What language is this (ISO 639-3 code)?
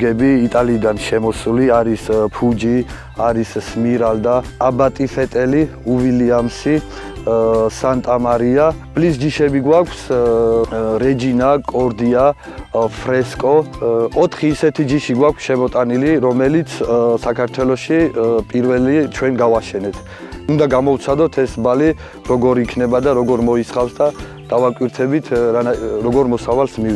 kat